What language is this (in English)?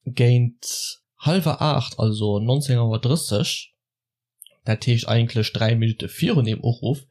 Luxembourgish